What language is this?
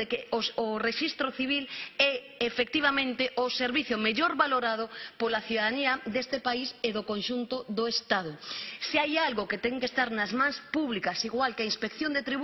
Galician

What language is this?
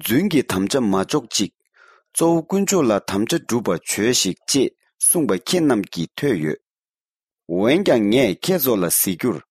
Tibetan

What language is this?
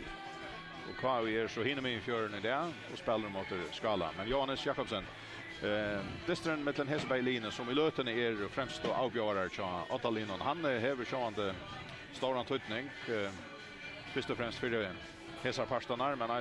Faroese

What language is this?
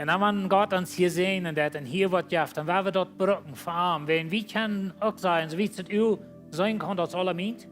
Plautdietsch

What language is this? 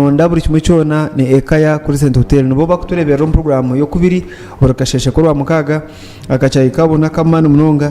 Nyankole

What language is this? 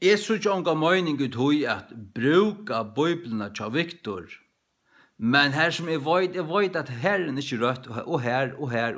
Faroese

